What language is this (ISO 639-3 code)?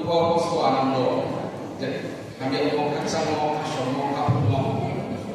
ria